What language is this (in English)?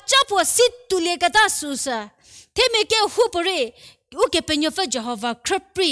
Angami Naga